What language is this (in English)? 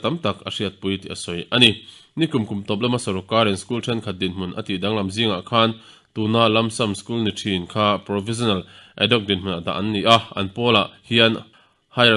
Mizo